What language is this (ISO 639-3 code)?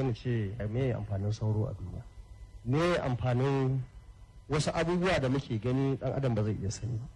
hau